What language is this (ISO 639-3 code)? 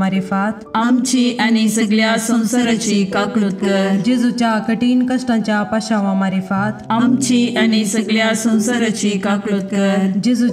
kok